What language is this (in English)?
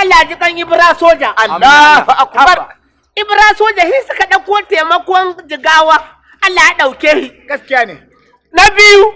Hausa